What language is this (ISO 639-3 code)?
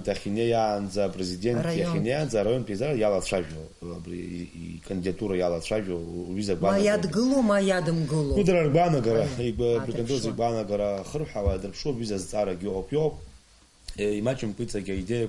abk